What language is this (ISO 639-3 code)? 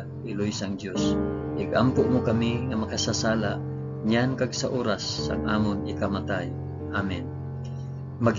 hil